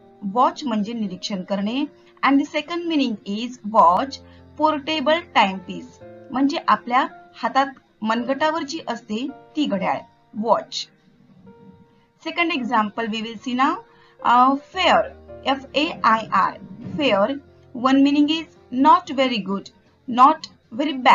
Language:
Marathi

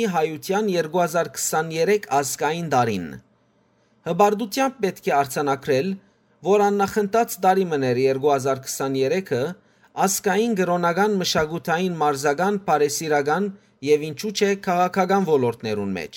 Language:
Western Armenian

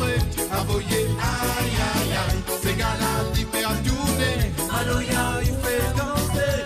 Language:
Morisyen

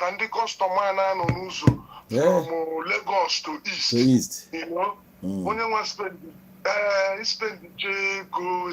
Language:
Igbo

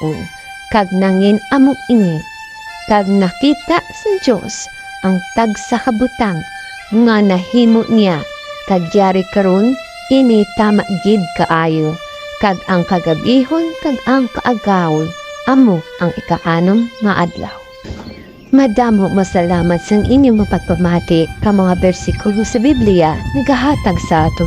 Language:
Hiligaynon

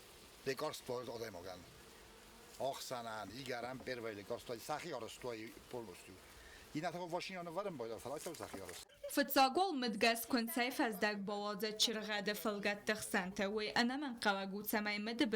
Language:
Ossetic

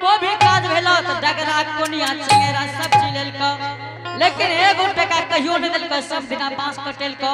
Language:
Angika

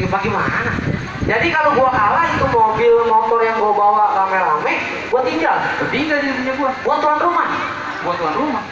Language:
Betawi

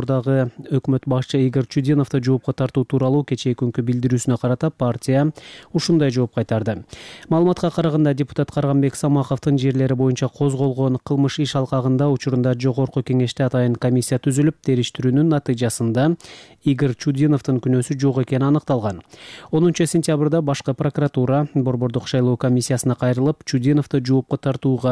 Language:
Kyrgyz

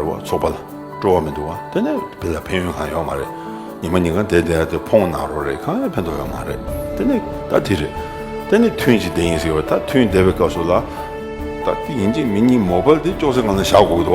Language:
Tibetan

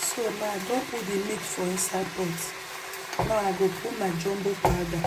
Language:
Nigerian Pidgin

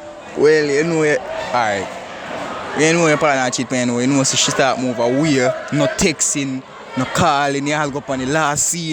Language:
Jamaican Creole English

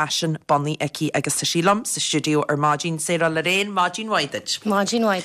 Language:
Irish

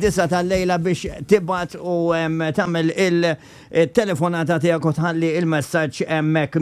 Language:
Maltese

